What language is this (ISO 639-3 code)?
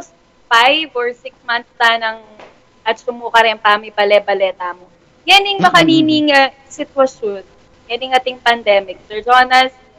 pam